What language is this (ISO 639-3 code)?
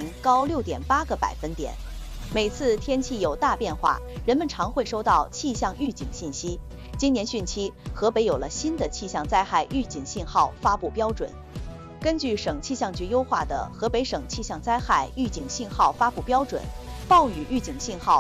zho